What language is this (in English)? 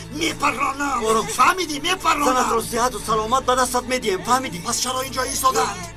Tajik